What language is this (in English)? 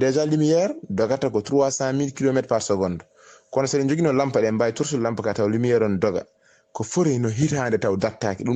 Fula